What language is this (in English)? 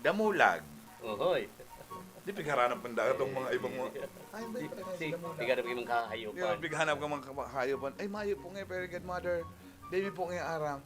Bikol